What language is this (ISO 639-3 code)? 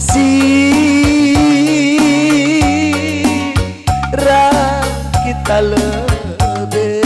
btx